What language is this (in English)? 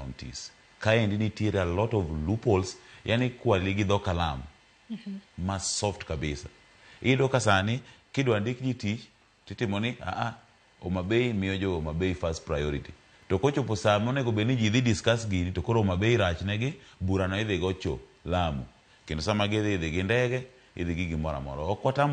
Luo (Kenya and Tanzania)